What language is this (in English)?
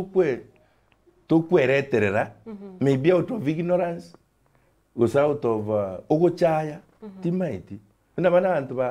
Gusii